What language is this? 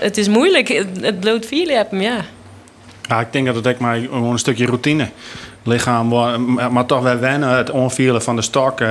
Western Frisian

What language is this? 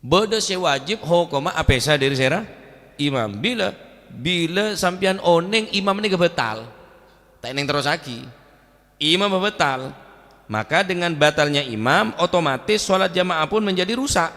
Madurese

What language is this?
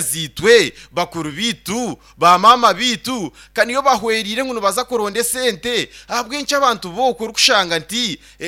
Nyankole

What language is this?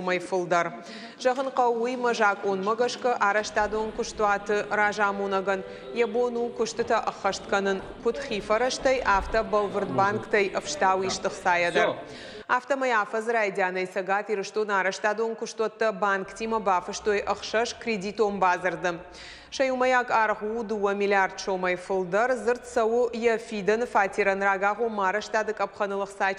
Ossetic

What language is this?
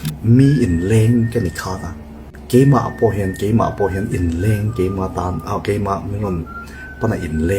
Mizo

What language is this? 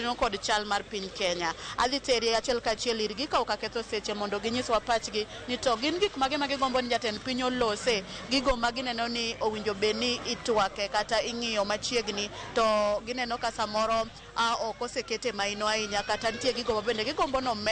Luo (Kenya and Tanzania)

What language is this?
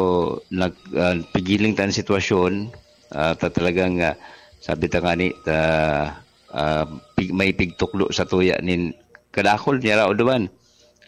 Bikol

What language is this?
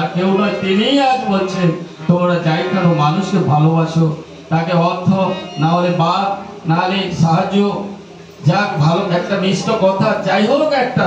Bangla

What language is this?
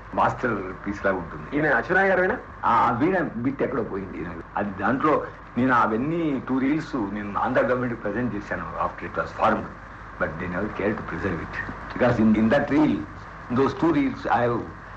Telugu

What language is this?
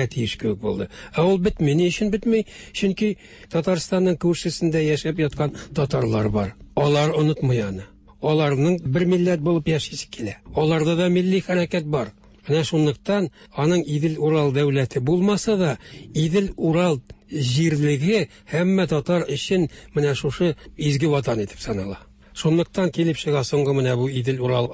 Tatar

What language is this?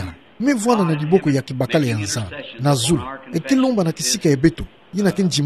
Kituba (Democratic Republic of Congo)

